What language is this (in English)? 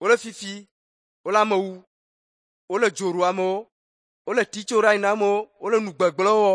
Ewe